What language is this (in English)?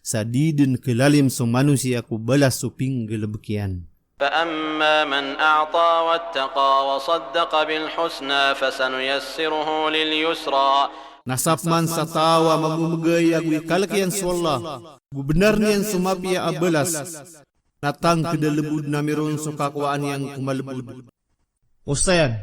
Maranao